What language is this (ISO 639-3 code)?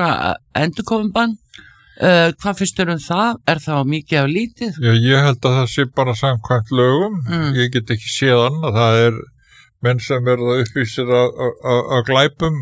isl